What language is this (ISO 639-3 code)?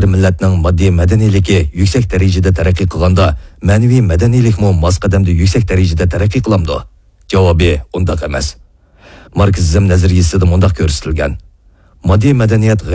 uig